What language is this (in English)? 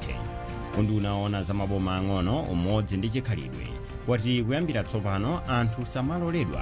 Nyanja